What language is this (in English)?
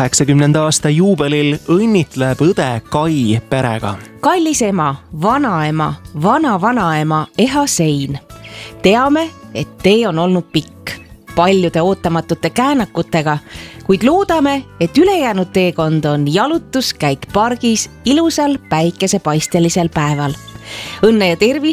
Estonian